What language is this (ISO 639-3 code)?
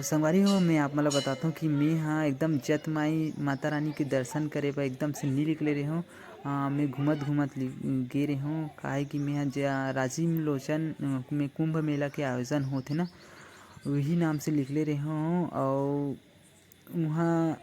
hne